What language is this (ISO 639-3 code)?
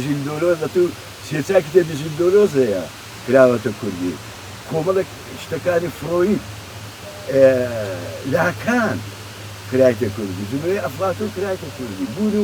ckb